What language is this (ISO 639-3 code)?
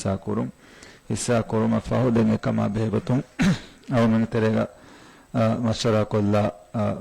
div